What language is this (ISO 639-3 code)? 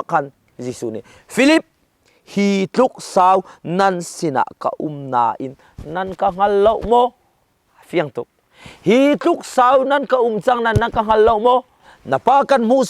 cnh